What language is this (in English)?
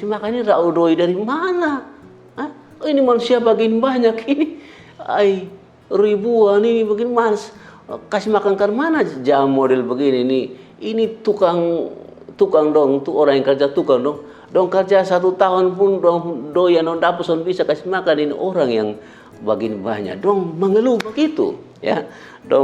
Kupang Malay